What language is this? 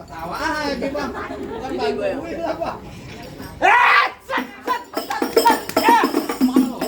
Betawi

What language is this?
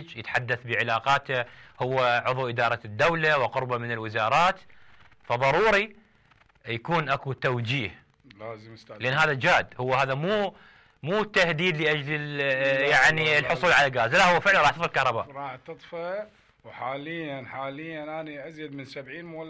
Mesopotamian Arabic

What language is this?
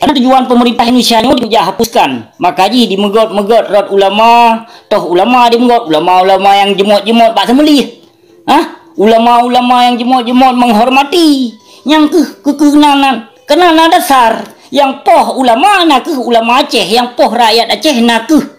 Achinese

